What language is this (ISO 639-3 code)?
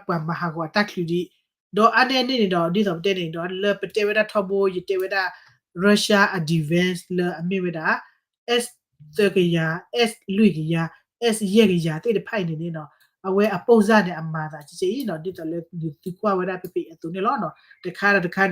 ksw